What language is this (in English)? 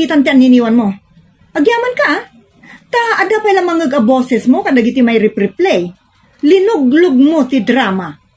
Iloko